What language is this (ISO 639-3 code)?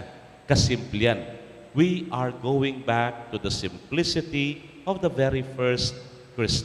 pam